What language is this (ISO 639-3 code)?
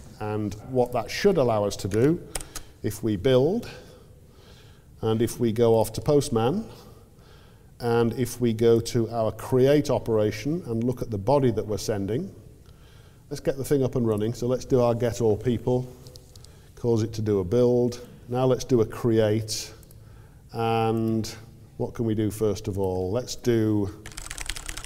eng